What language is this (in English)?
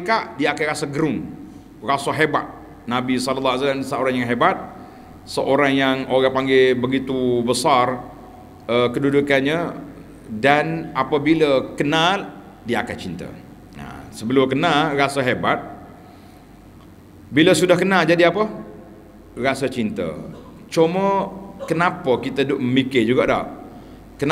Malay